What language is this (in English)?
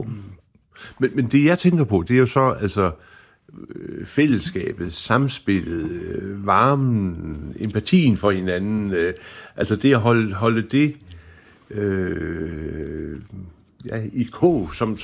Danish